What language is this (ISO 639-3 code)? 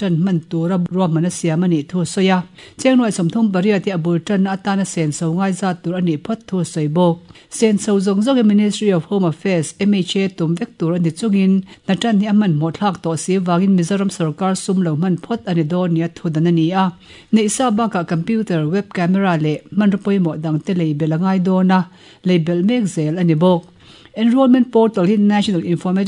lus